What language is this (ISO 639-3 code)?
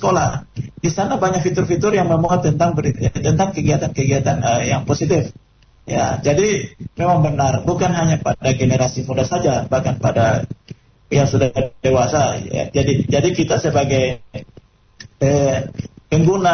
ind